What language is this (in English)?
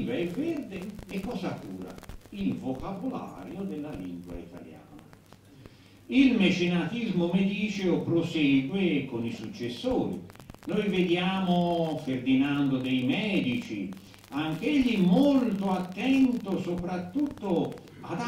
Italian